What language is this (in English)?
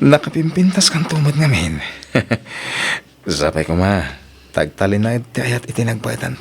Iloko